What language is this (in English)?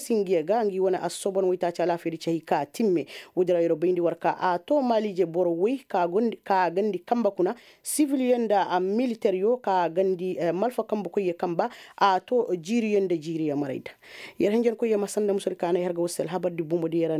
Koyraboro Senni